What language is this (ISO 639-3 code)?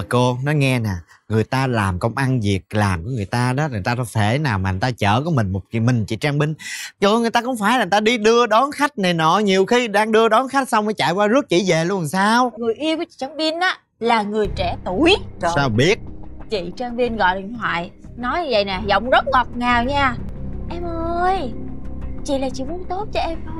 vie